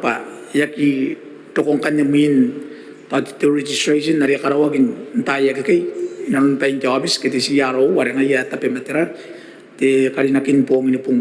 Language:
Gilbertese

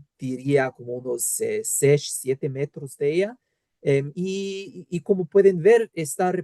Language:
Ladino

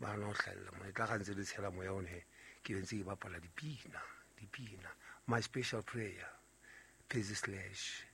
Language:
Southern Sotho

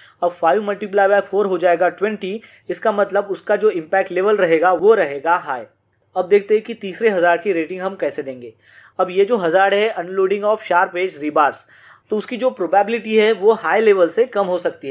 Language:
Hindi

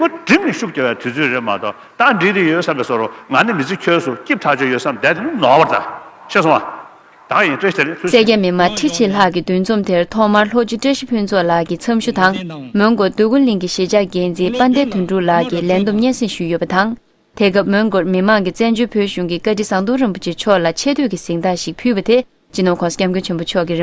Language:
Tibetan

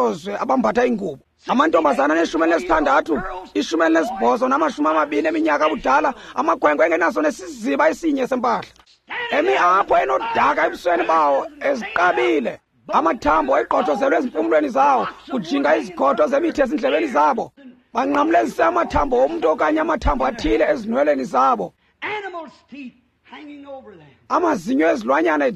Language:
Xhosa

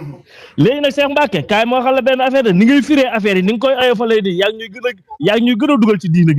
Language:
Wolof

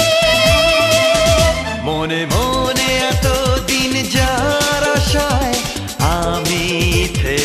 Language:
Bangla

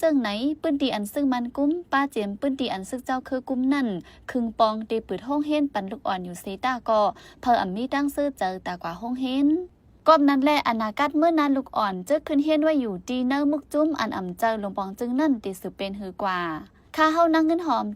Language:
Shan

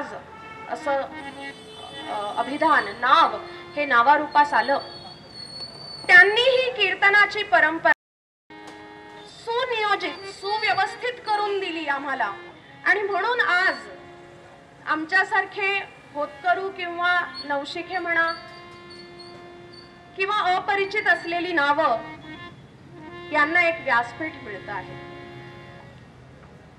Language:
Marathi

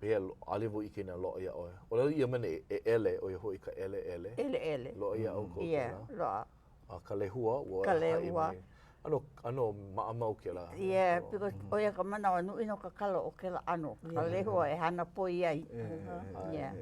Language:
Hawaiian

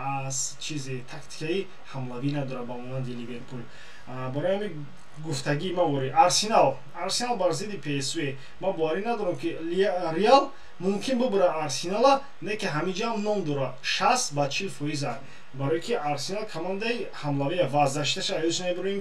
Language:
Tajik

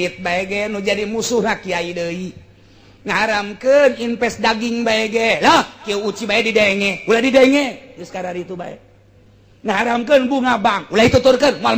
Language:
Sundanese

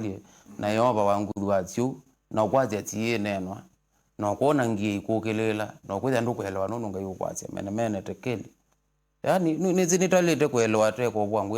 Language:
Kamba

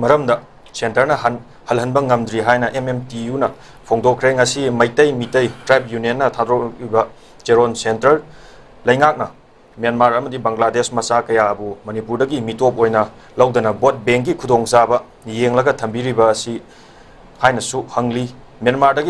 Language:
Manipuri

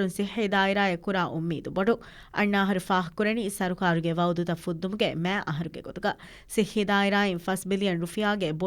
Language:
Divehi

